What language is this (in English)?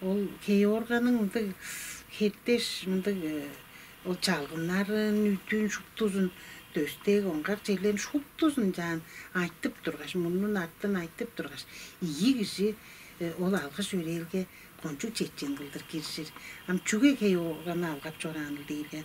Tuvinian